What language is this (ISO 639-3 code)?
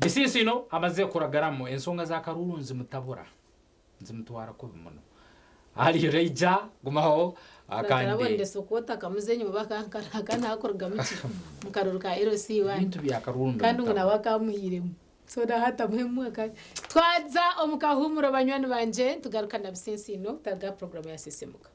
nyn